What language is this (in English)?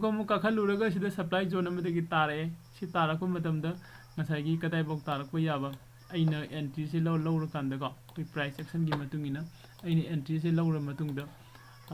Manipuri